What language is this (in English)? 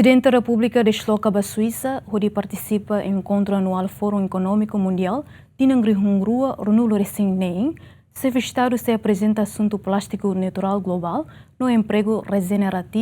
Tetum